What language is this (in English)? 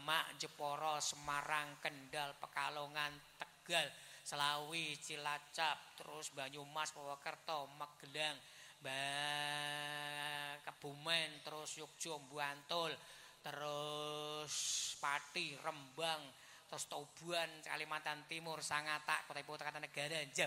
Indonesian